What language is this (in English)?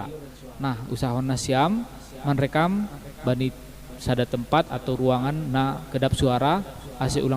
Batak Simalungun